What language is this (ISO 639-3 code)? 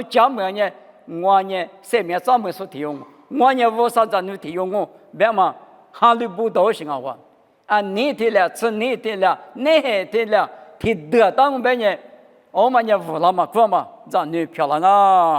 lis